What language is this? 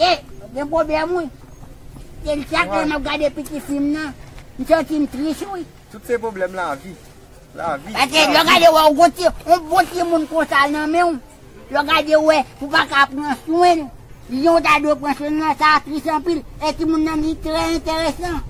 Haitian Creole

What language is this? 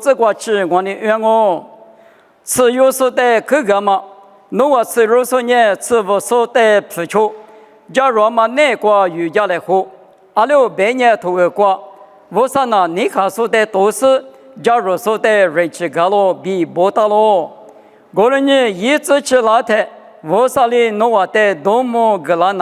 Lisu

